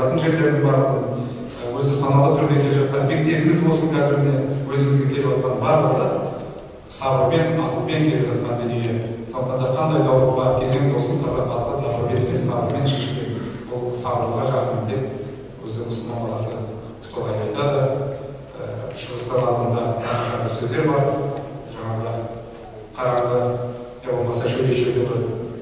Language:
Kazakh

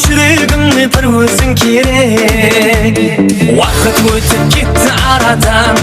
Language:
Kara-Kalpak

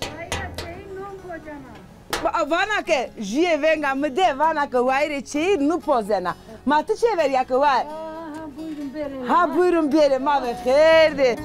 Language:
Zaza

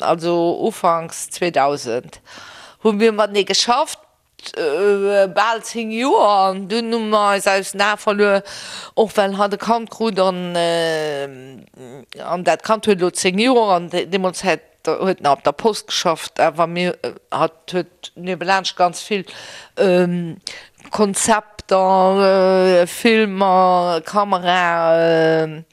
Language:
Luxembourgish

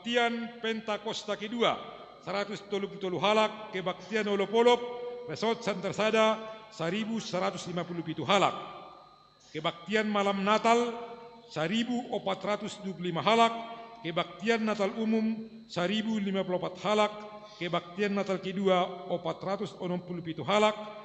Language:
Batak Simalungun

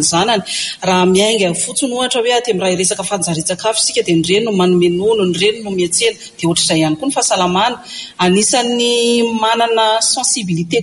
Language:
Malagasy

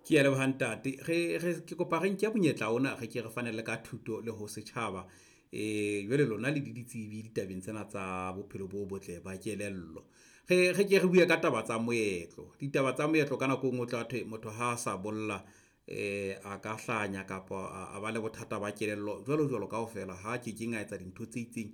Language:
Southern Sotho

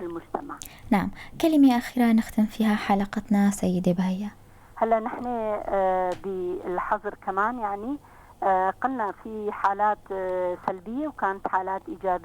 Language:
North Levantine Arabic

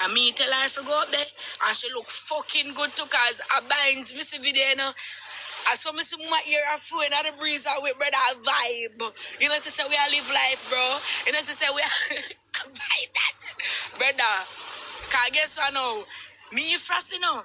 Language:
Jamaican Creole English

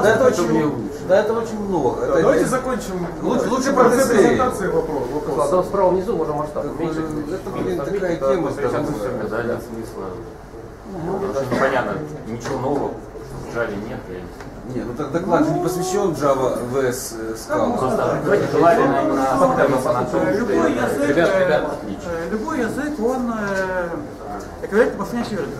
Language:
Russian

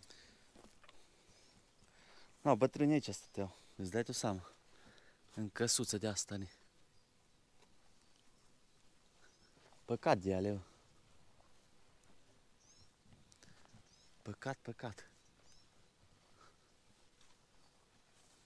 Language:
Romanian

